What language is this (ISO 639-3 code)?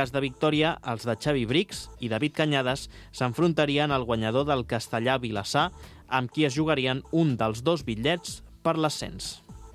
cat